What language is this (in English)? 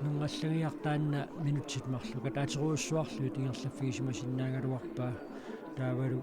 Kalaallisut